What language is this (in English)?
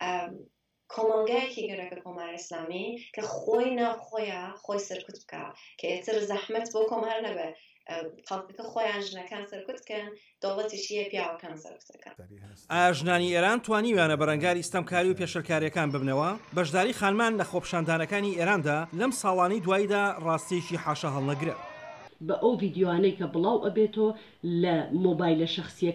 Central Kurdish